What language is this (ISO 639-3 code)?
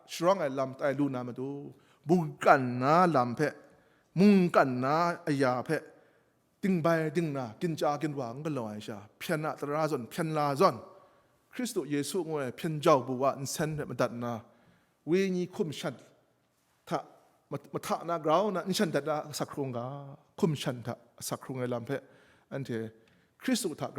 kac